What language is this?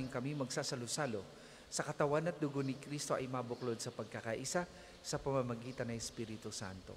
Filipino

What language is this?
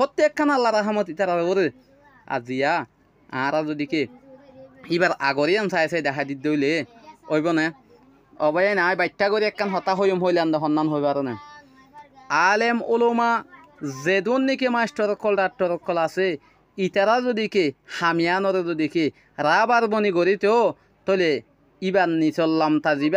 Rohingya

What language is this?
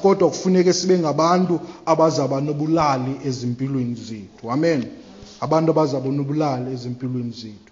Xhosa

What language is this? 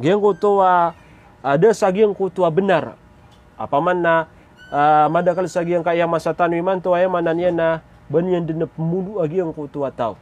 Maranao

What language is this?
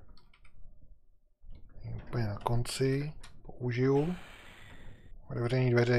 Czech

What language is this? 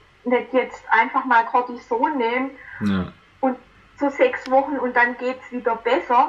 German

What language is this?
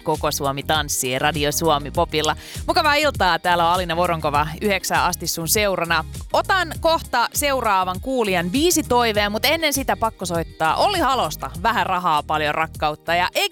Finnish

